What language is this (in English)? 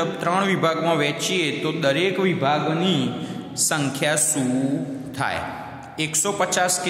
Gujarati